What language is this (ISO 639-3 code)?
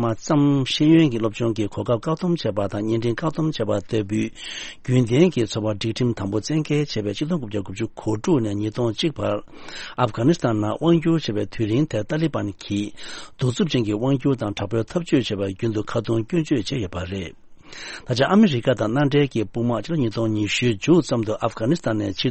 bod